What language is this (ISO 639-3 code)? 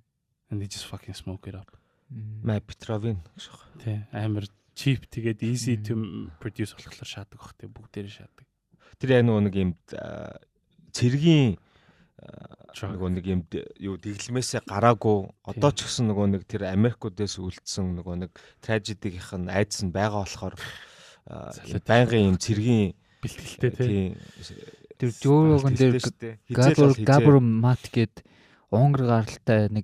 mon